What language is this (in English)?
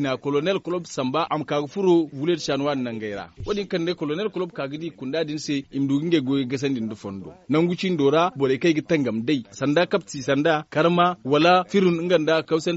Zarma